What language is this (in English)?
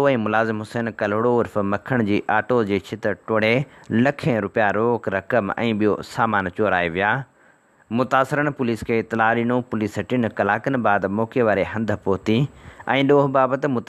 Sindhi